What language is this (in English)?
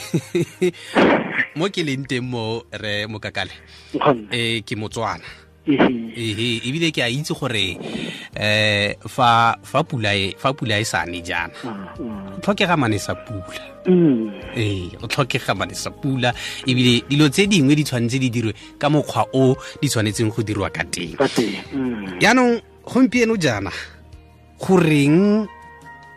Tswana